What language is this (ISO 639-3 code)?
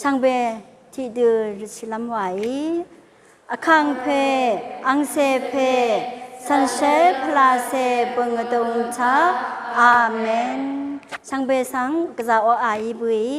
raw